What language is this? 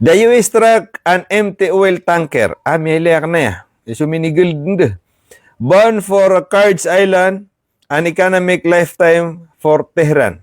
Maranao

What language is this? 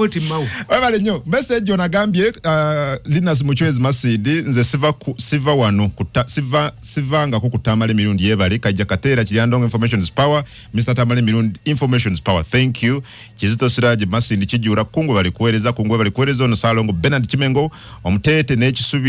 Ganda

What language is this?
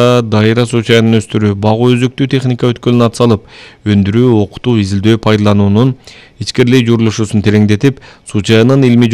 Kyrgyz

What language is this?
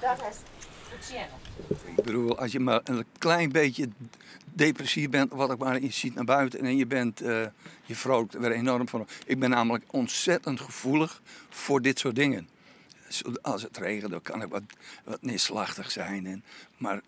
Western Frisian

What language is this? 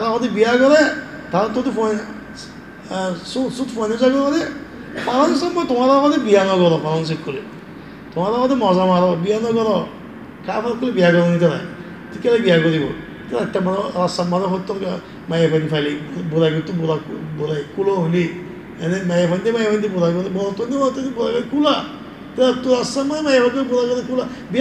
Rohingya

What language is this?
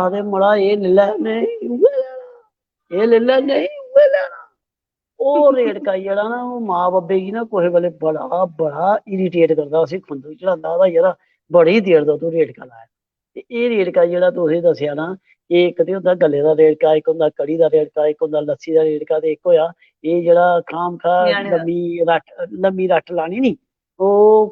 Dogri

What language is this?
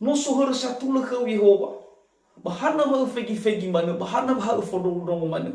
Nias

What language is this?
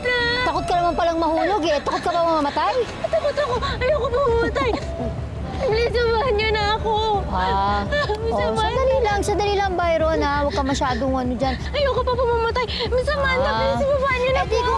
Filipino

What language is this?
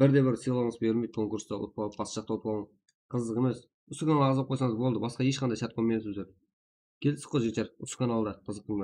Kara-Kalpak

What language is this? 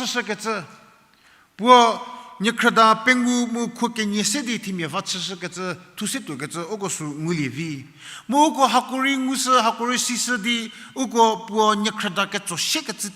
Angami Naga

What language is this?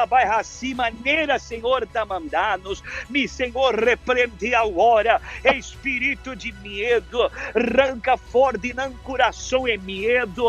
Papiamento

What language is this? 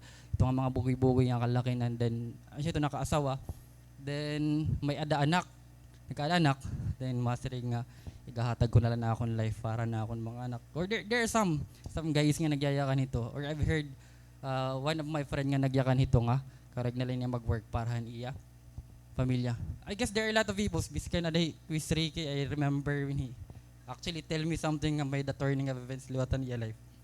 Waray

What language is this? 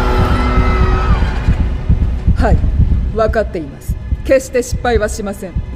Japanese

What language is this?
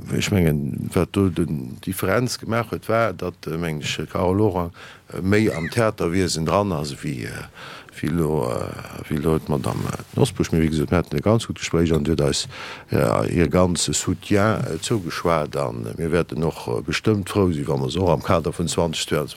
Luxembourgish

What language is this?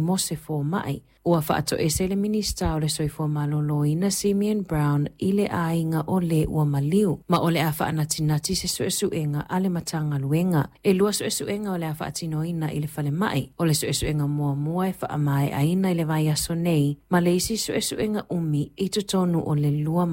Samoan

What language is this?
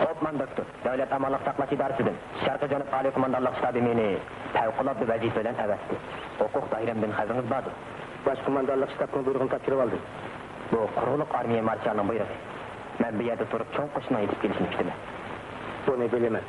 Uyghur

